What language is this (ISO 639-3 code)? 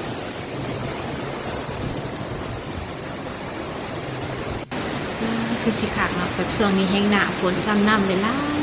lao